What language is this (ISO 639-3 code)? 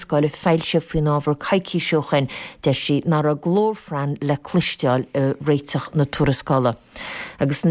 gle